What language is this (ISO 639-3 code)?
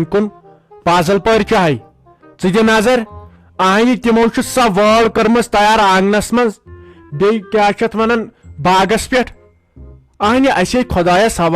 kas